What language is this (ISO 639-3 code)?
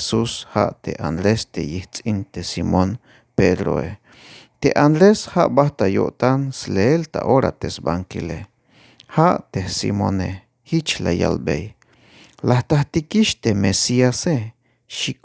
tzh